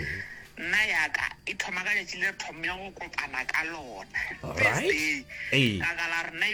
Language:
Northern Sotho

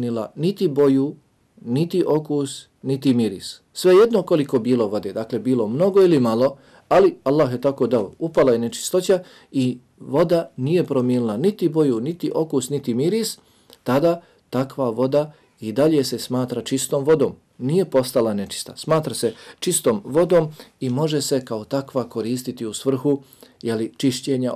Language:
Bosnian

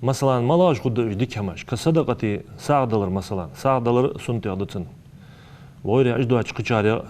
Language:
Ingush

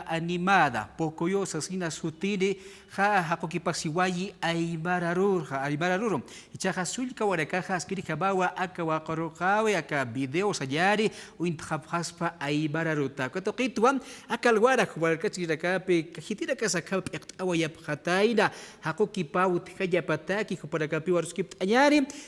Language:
Aymara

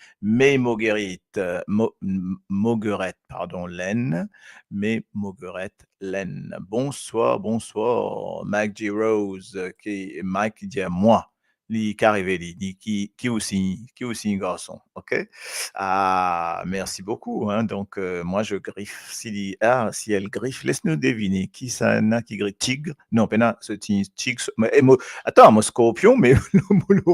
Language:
Morisyen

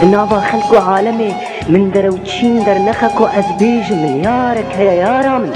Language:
Kurdish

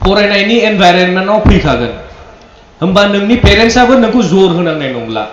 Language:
Bodo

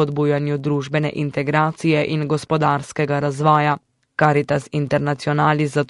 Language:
Slovenian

